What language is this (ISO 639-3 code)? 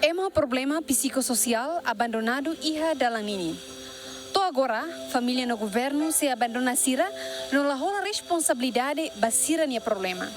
tet